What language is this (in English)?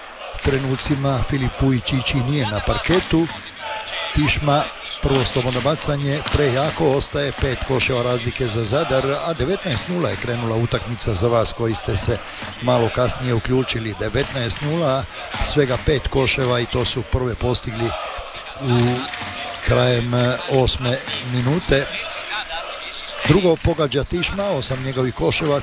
Croatian